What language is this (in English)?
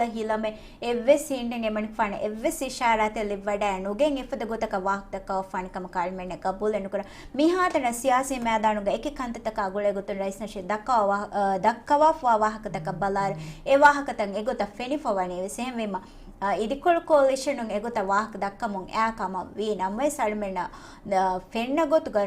Divehi